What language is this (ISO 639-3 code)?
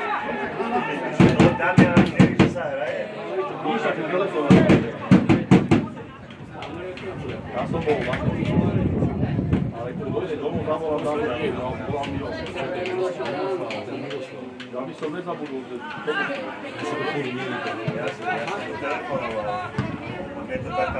slk